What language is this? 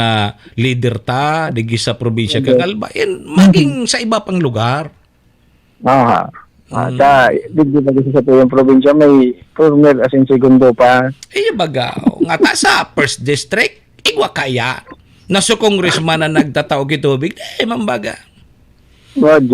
Bikol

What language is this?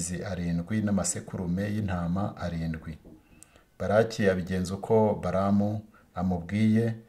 Kinyarwanda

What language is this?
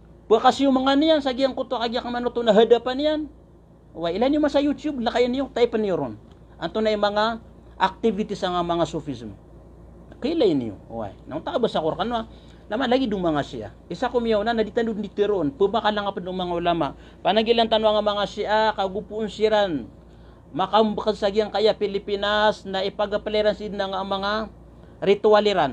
Maranao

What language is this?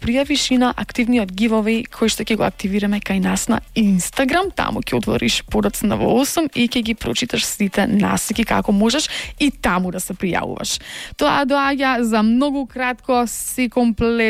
Macedonian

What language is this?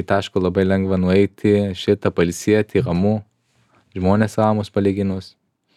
Lithuanian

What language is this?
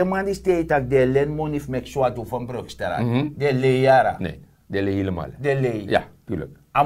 Sranan Tongo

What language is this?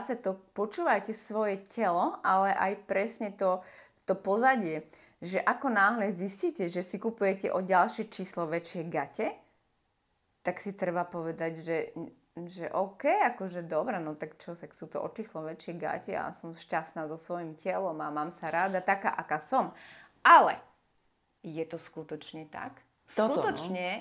Slovak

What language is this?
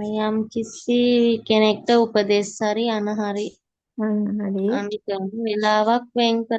Sinhala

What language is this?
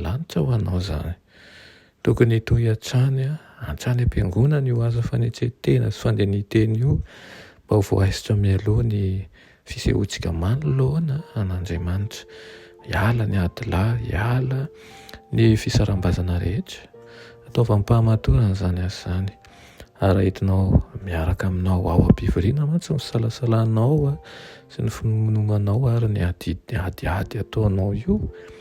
Malagasy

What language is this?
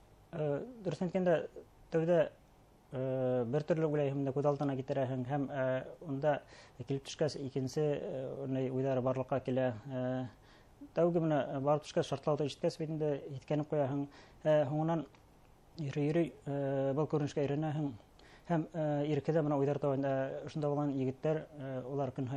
Bashkir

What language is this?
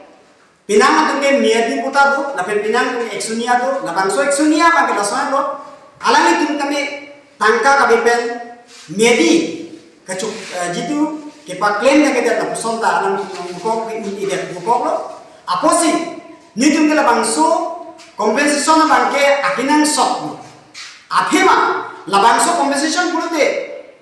Karbi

